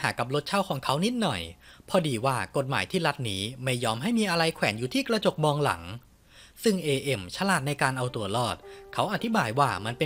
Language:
Thai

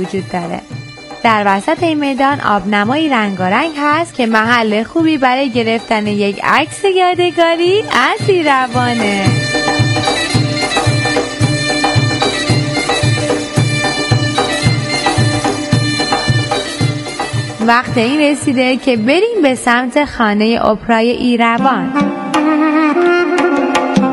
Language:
Persian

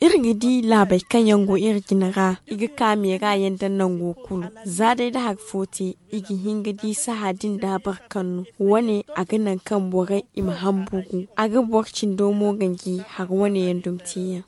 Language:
Zarma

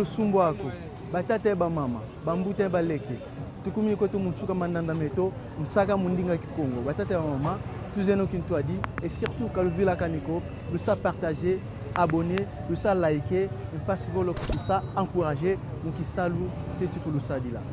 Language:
Kongo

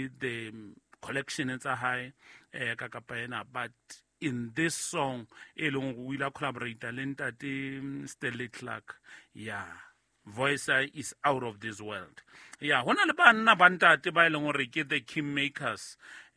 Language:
Southern Sotho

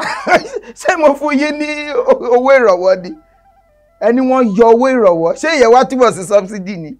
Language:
Yoruba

